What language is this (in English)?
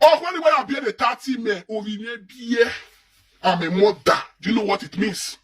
Nigerian Pidgin